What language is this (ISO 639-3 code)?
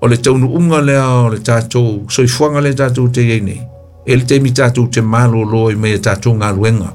smo